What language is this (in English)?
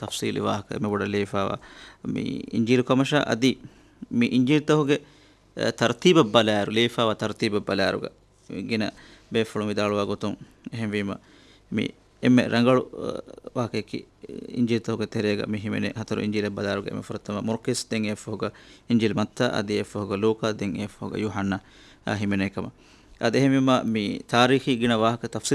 Divehi